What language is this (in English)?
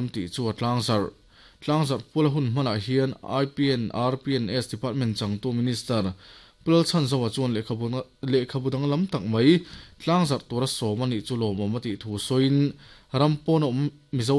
Mizo